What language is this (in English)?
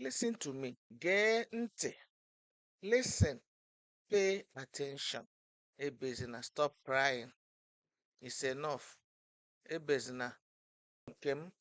Igbo